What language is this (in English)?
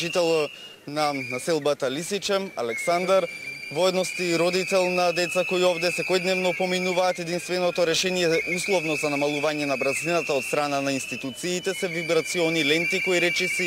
Macedonian